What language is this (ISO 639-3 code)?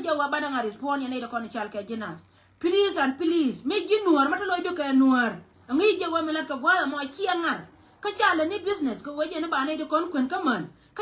nus